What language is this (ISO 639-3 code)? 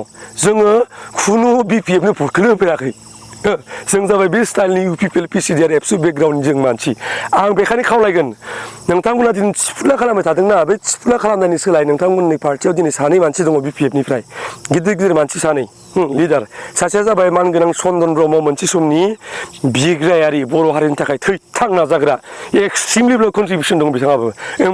brx